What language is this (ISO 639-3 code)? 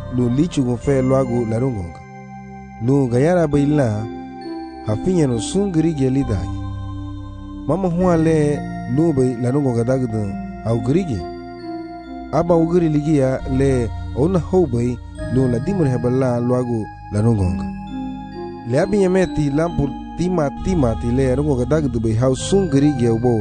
cab